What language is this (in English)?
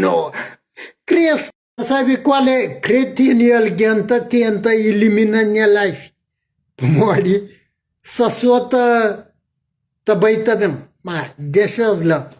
Kabuverdianu